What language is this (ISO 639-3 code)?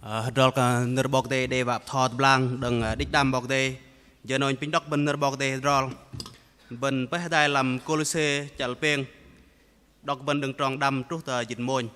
bdq